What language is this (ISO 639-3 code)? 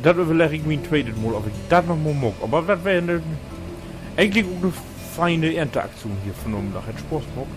nds